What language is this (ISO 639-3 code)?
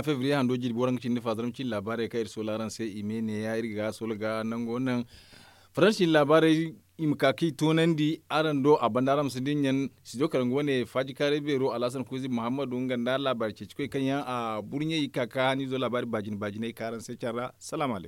dje